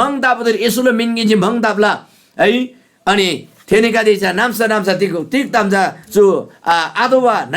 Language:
Eastern Tamang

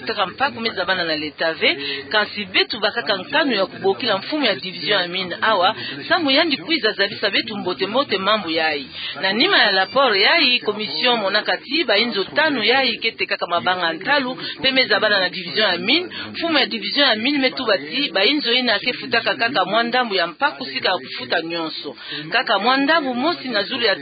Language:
Kituba (Democratic Republic of Congo)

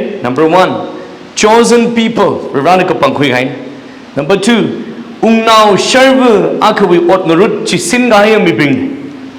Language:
Tangkhul Naga (India)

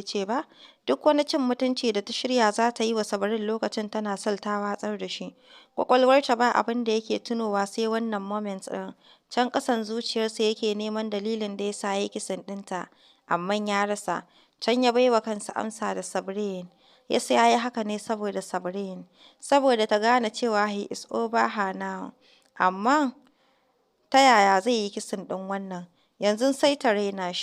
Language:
Hausa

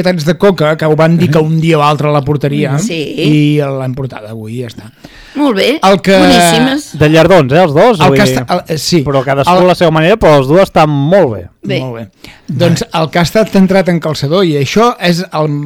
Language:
Catalan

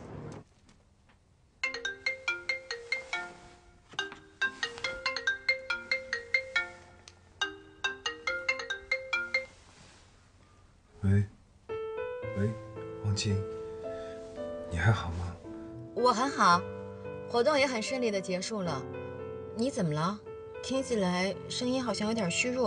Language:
Chinese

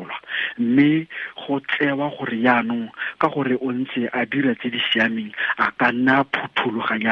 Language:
Tswana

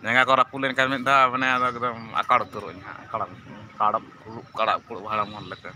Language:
Santali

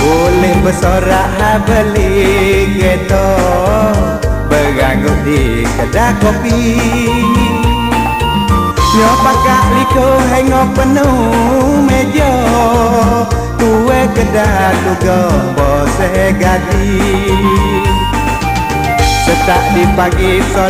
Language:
Malay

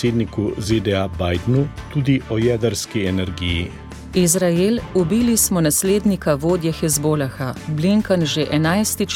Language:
Slovenian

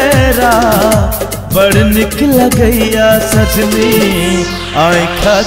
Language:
Maithili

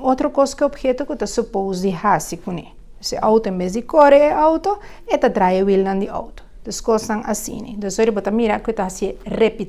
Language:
Papiamento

